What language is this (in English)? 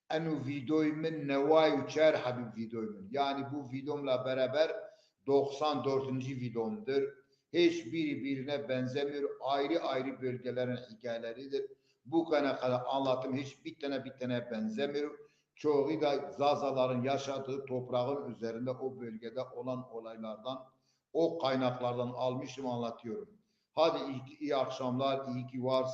Zaza